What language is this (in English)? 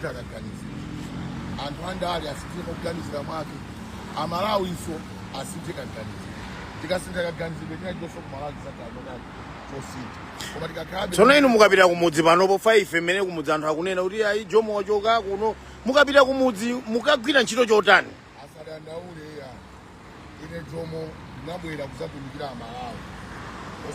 Nyanja